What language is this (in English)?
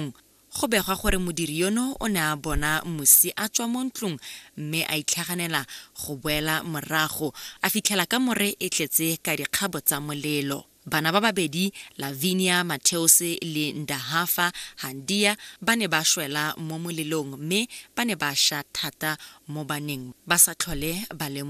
Tswana